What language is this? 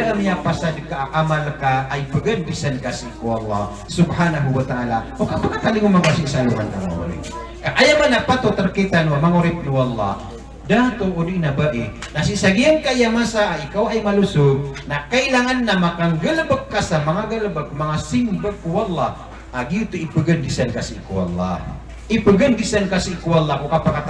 Maranao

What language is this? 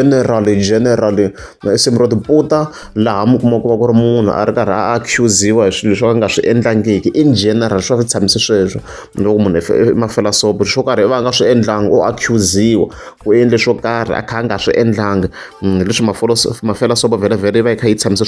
Tsonga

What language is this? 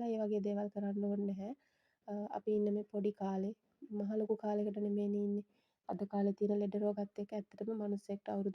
Sinhala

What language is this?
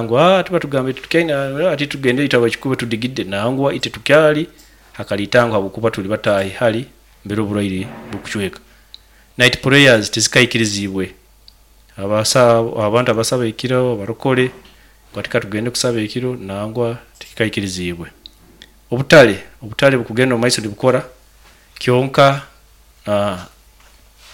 Nyoro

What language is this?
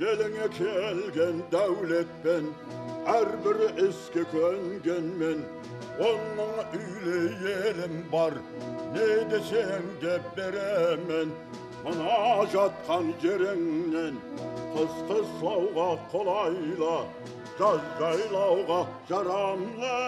Kara-Kalpak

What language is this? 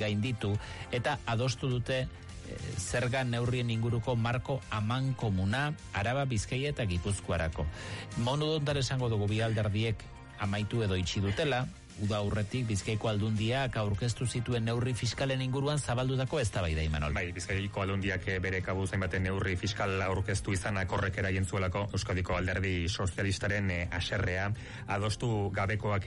Basque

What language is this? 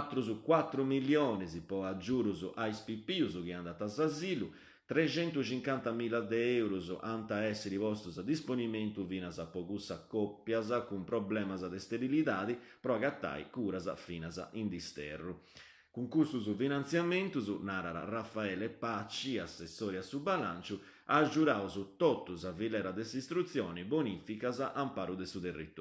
Sardinian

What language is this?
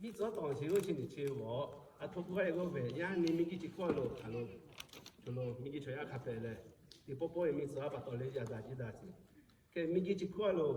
Lahu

